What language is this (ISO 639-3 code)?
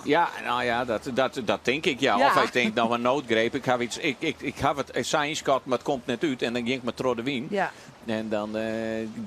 fry